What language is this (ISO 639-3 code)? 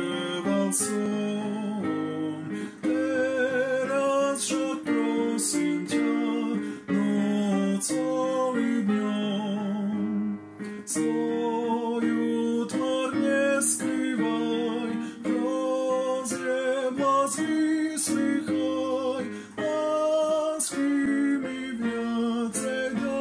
slk